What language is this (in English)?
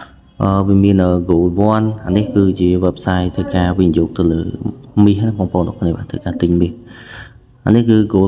Khmer